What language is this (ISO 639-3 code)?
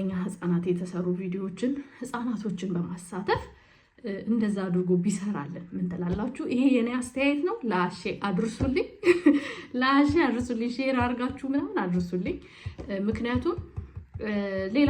amh